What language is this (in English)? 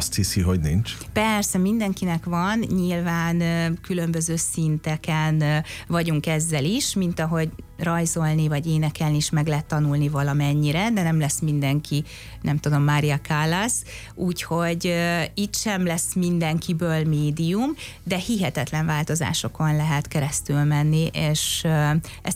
Hungarian